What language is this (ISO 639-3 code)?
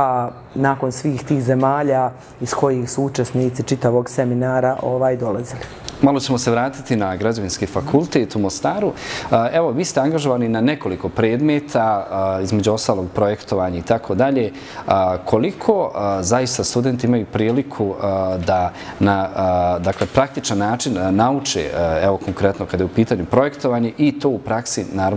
bos